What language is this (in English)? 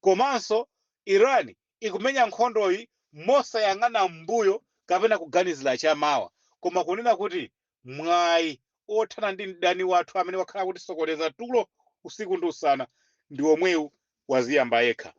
Nyanja